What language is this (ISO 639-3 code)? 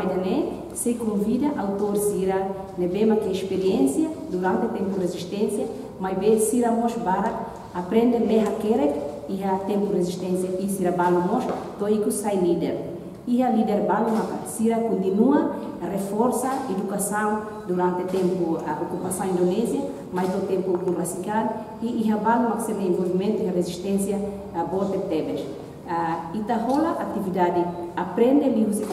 tet